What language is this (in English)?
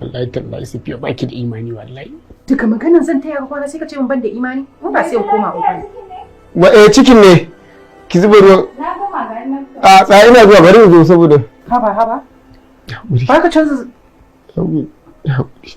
Hausa